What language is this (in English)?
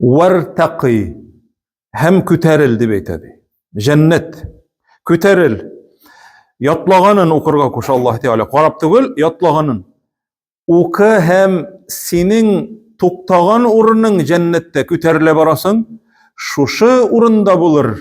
Tatar